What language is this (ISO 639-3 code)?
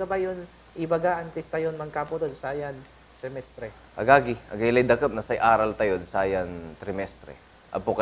pag